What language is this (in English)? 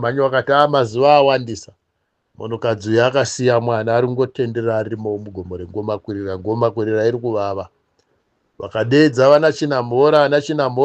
Shona